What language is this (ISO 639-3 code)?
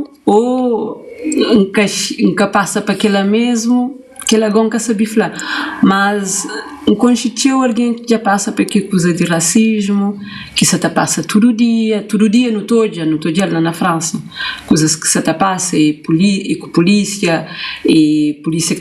kea